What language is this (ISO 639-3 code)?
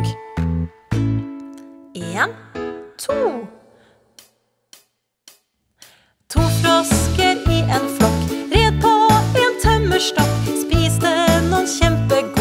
nor